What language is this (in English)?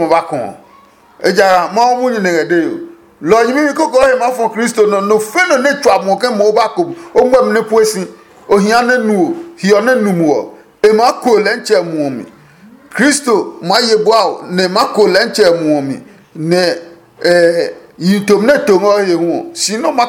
Adangme